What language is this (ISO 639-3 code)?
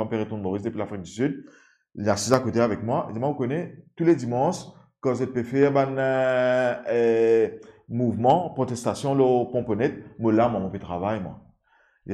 mfe